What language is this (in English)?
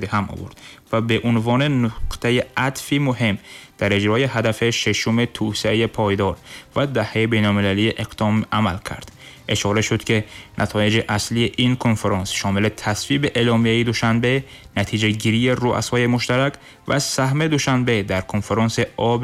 Persian